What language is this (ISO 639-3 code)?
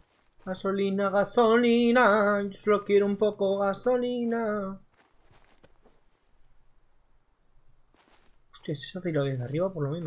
spa